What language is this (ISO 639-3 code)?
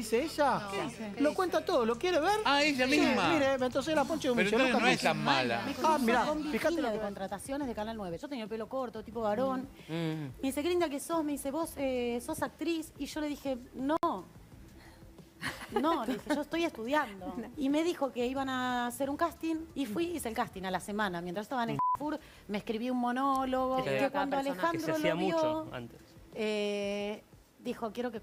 spa